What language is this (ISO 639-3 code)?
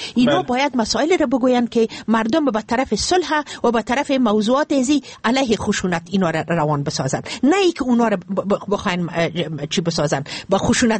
fas